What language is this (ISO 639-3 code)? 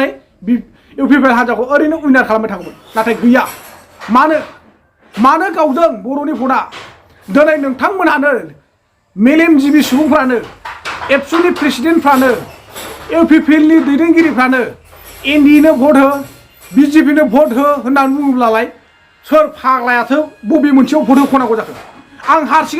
brx